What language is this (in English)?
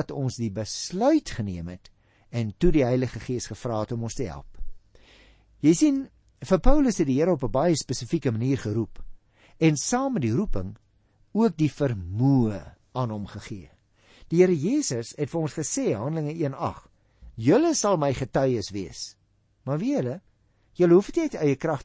Afrikaans